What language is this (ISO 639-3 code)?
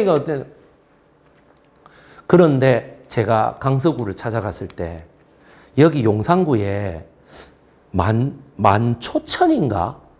kor